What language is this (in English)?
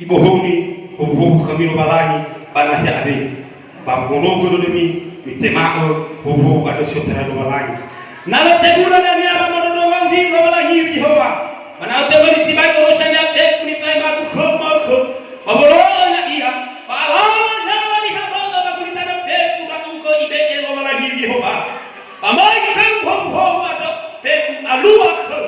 Nias